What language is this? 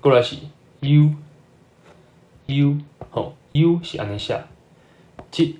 Min Nan Chinese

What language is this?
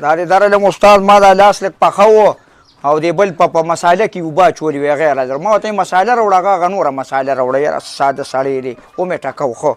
Pashto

